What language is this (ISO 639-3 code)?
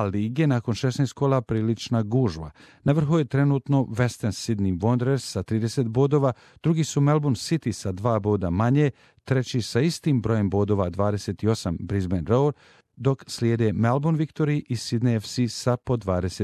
hrv